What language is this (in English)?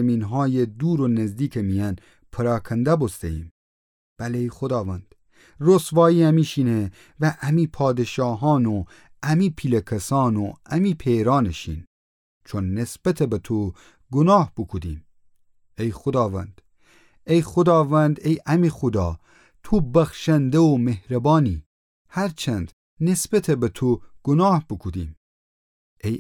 Gilaki